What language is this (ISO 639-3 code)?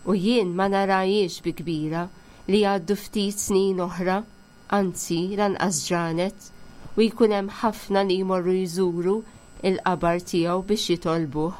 mlt